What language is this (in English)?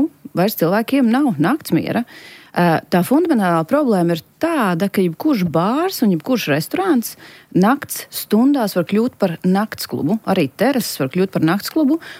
Latvian